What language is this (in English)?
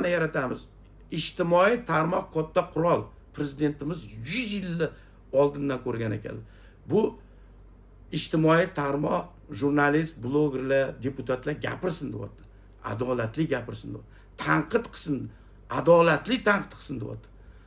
Uzbek